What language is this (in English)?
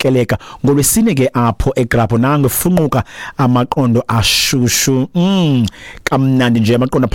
Xhosa